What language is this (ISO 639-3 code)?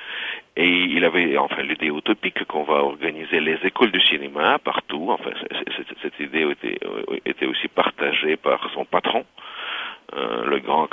fra